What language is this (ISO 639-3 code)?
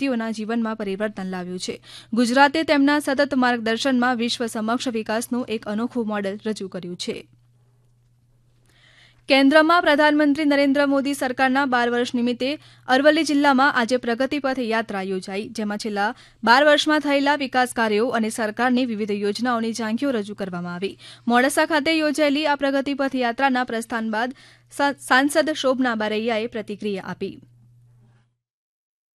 guj